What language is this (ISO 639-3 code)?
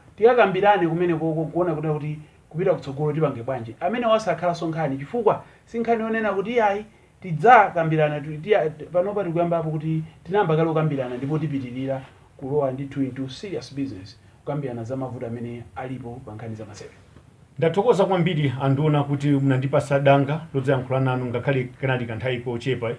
nya